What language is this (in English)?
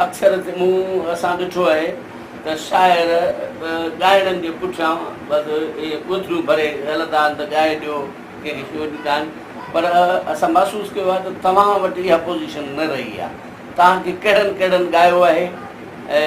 Sindhi